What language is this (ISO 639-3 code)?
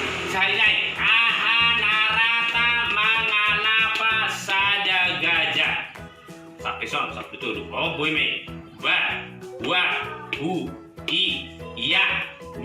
bbc